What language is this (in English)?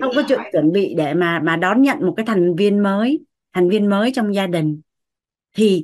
Vietnamese